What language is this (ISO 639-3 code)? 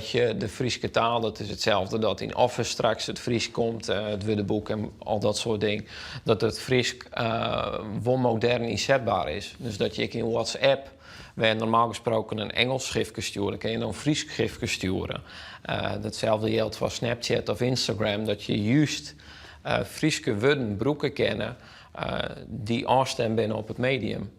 fry